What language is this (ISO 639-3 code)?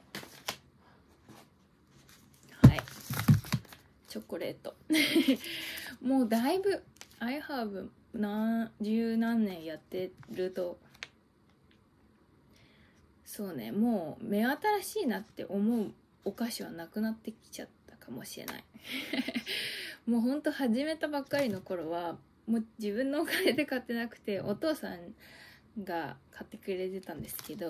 jpn